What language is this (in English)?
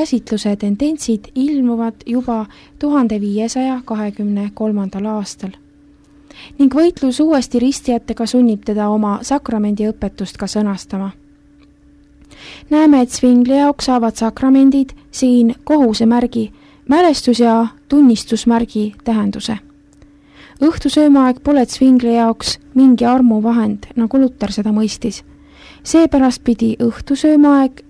Estonian